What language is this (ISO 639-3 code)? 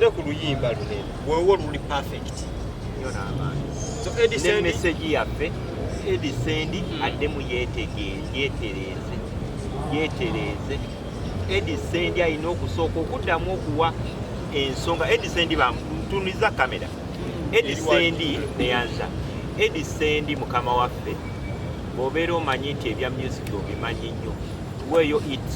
lug